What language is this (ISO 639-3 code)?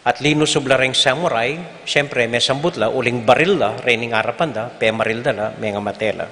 pam